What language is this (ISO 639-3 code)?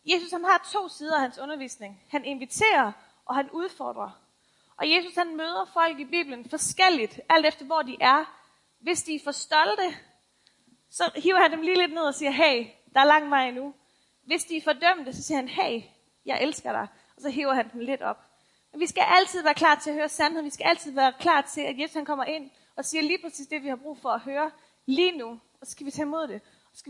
dan